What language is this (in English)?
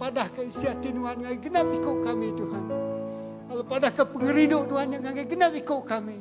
Iban